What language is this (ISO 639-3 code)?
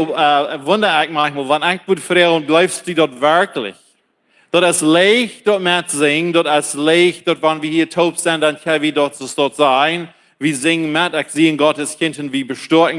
pdt